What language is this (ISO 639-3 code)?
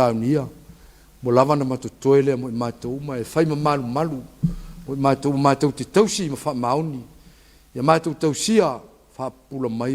smo